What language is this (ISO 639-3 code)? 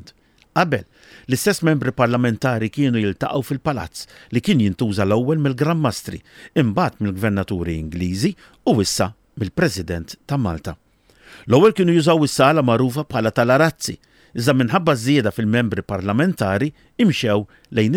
mlt